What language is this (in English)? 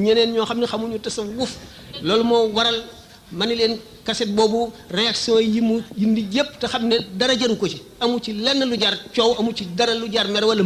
Wolof